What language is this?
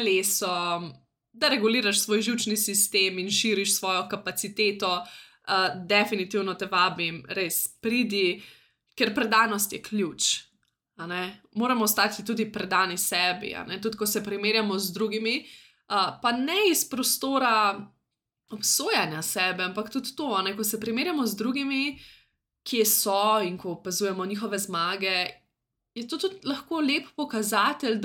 Slovenian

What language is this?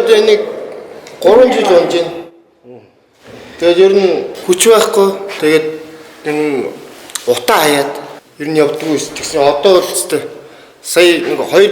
Mongolian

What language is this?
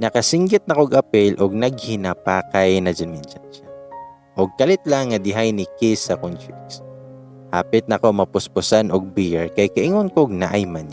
Cebuano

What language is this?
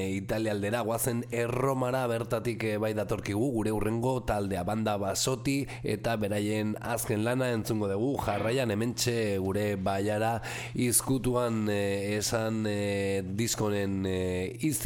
Basque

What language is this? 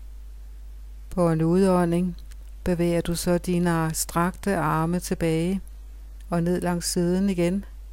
Danish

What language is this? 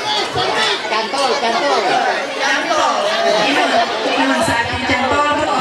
Ma'anyan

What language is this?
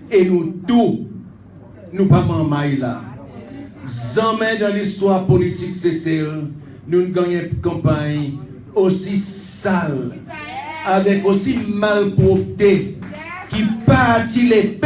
Seselwa Creole French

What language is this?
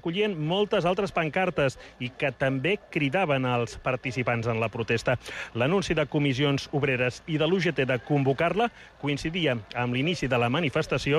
Catalan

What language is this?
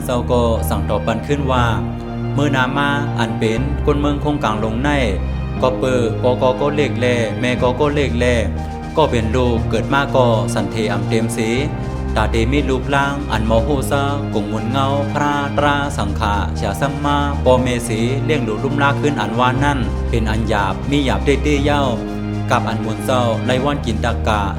Shan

